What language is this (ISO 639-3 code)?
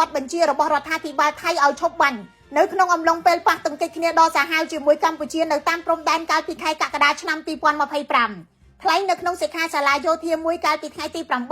khm